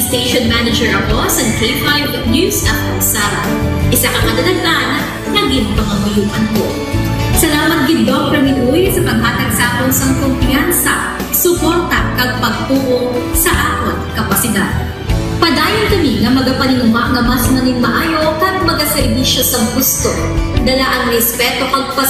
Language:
Hiligaynon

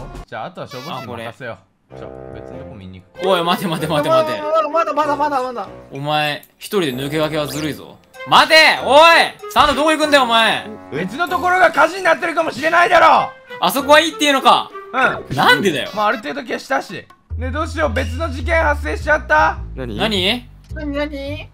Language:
Japanese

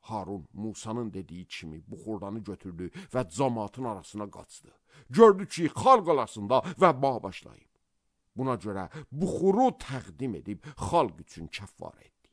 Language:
Azerbaijani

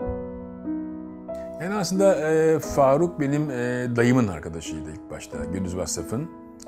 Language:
Turkish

